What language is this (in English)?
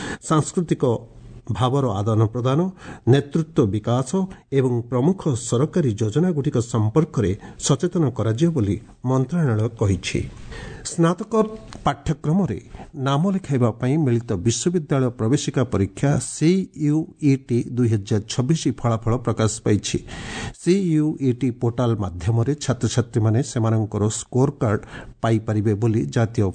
Odia